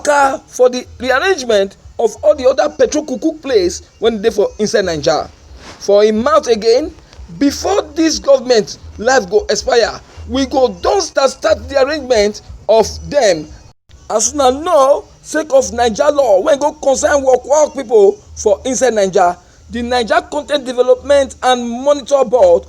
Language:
Nigerian Pidgin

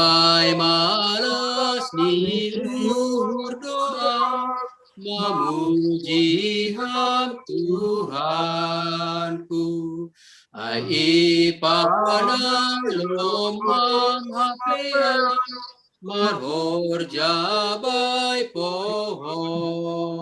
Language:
Batak Simalungun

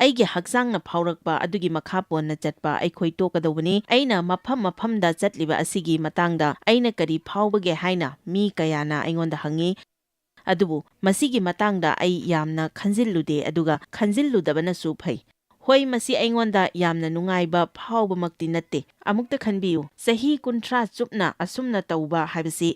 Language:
Manipuri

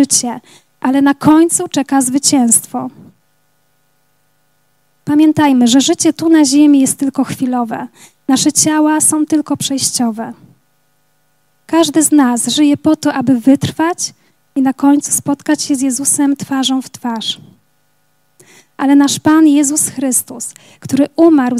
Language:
Polish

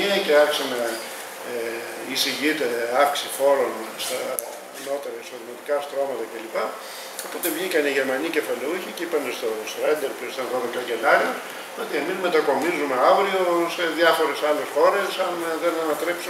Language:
Greek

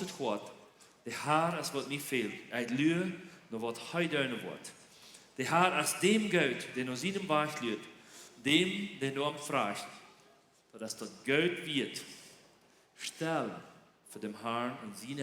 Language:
Plautdietsch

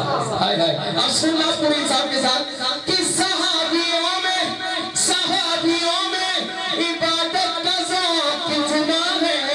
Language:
Urdu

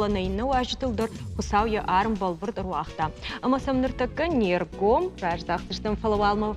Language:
Ossetic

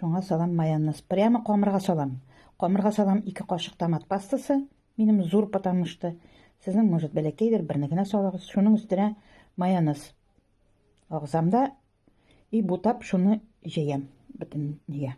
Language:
Tatar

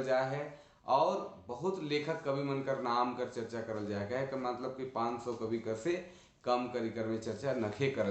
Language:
Sadri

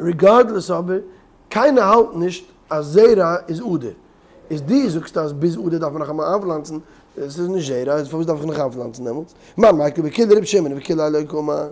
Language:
Yiddish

